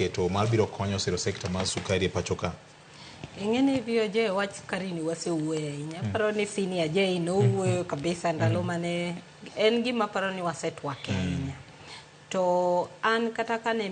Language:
Luo (Kenya and Tanzania)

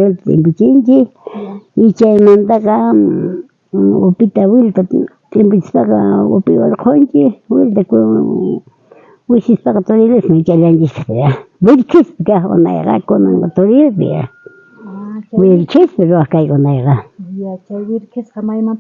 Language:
South Bolivian Quechua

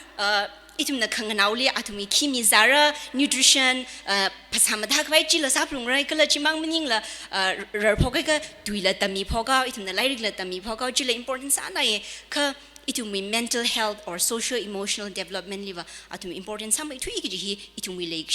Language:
Tangkhul Naga (India)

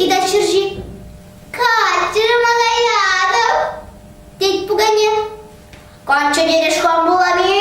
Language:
Chuvash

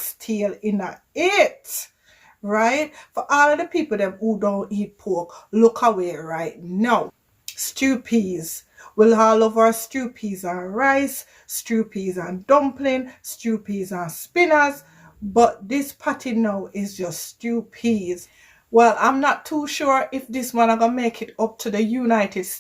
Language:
Jamaican Creole English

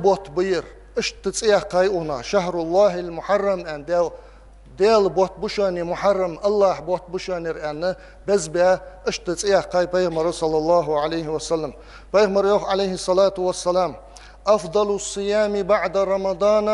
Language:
Ingush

